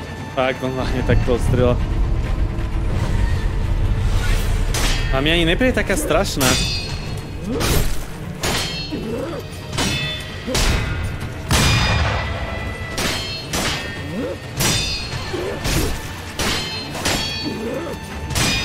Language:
Slovak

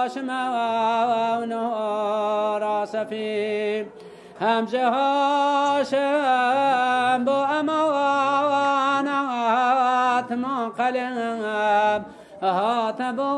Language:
Kurdish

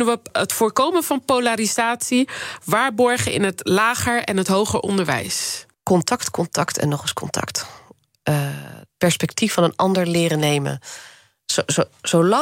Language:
Dutch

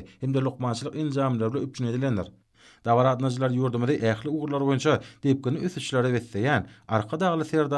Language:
Turkmen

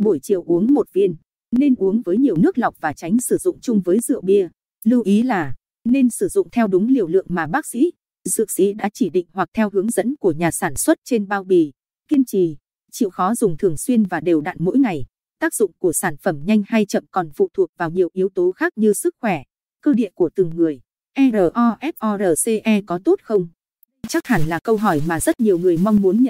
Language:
Vietnamese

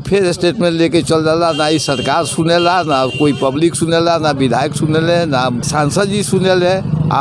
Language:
Bhojpuri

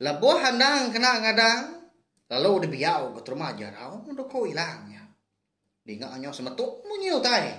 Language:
Iban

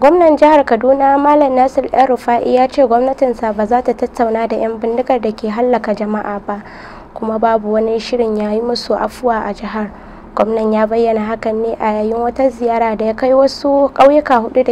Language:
Hausa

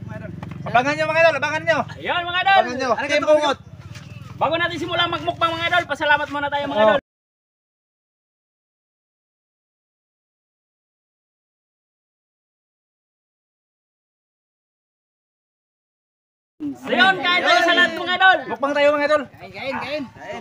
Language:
Filipino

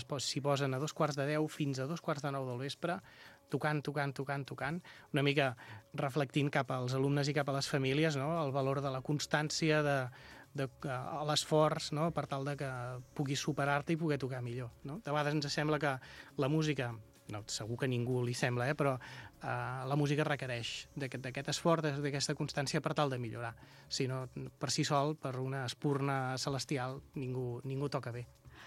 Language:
Catalan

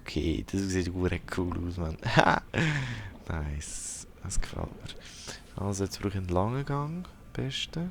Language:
Swiss German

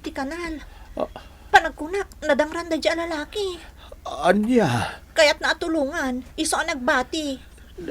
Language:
Iloko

